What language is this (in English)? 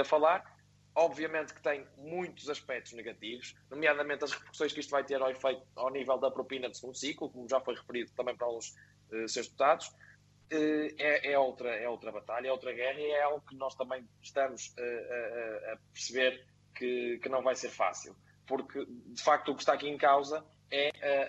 Portuguese